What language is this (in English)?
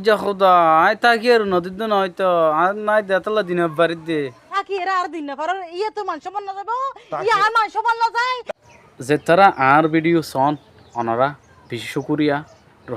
Rohingya